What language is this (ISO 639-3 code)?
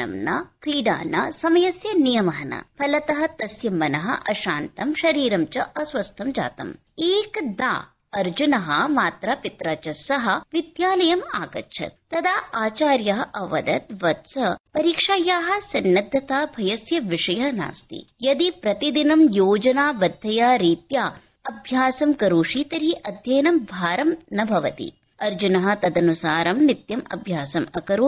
san